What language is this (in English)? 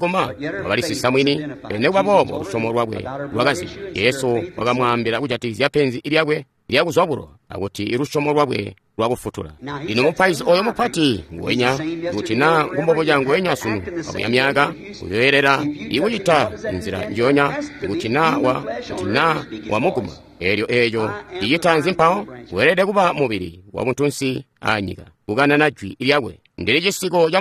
Tonga (Zambia)